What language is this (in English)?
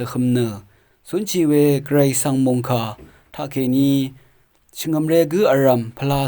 Rawang